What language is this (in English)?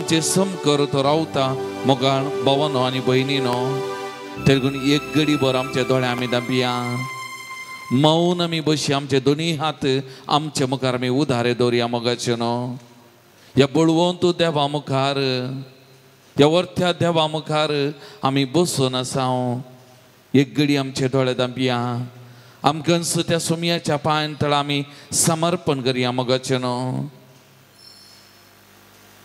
Konkani